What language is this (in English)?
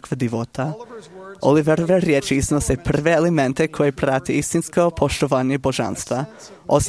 Serbian